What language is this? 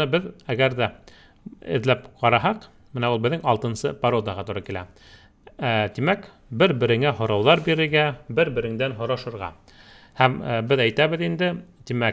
Bashkir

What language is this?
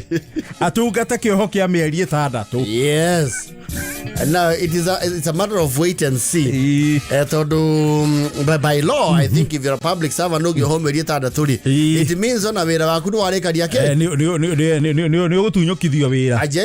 Kikuyu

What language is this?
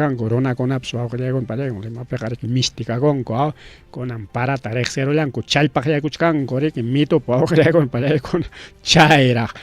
Ayacucho Quechua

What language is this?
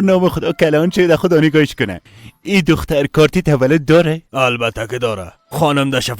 Persian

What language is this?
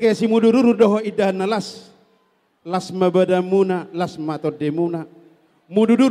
Batak Toba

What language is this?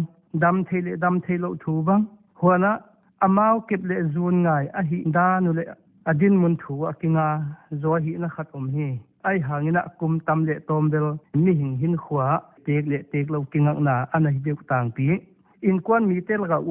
Paite Chin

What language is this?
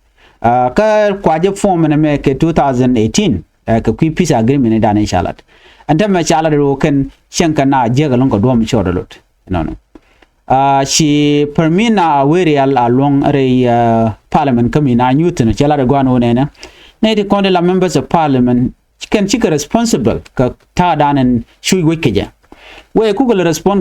Nuer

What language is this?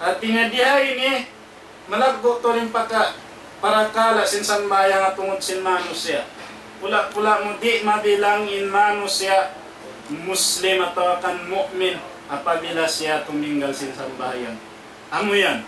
Tausug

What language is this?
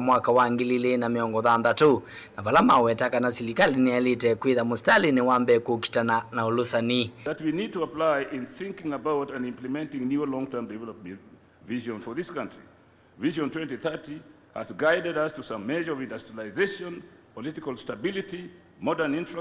Kamba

